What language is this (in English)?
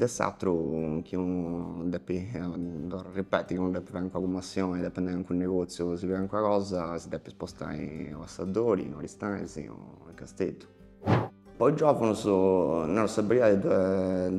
Sardinian